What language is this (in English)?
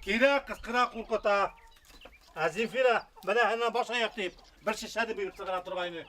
Bashkir